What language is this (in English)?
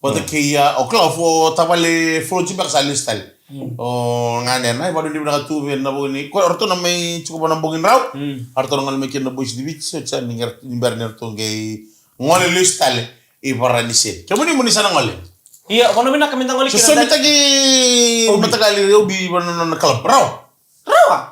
Fijian